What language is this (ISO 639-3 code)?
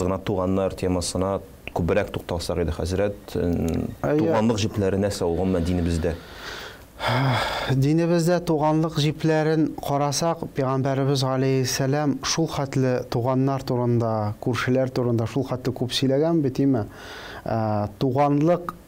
tat